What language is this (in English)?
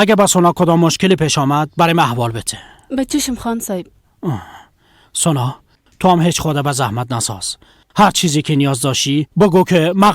Persian